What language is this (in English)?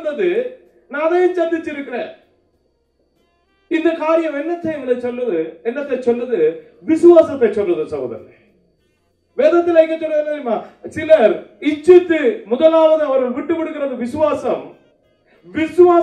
Tamil